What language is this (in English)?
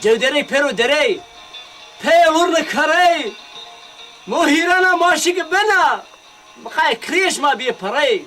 Zaza